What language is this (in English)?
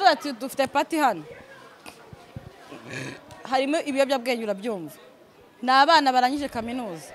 Kinyarwanda